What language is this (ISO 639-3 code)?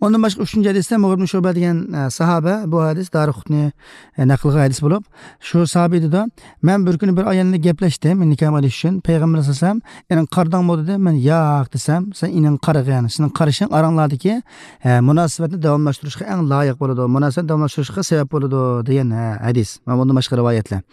uig